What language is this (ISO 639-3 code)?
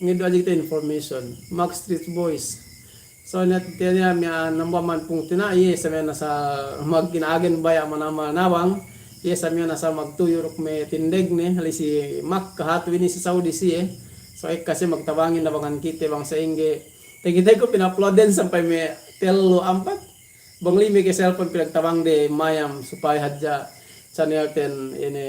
yka